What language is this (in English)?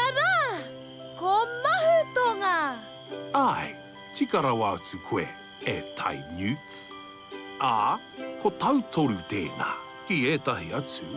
Māori